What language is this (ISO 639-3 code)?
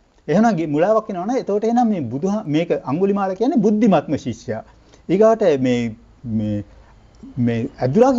sin